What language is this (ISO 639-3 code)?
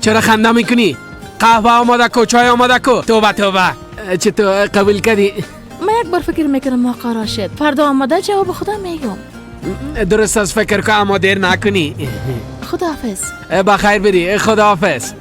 fas